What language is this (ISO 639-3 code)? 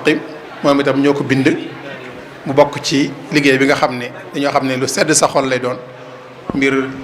wol